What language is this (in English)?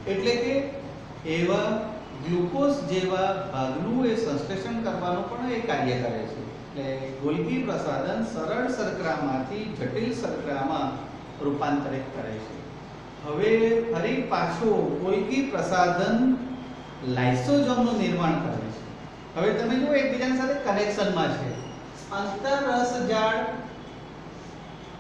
Gujarati